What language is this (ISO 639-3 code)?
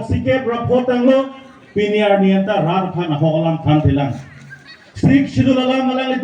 mjw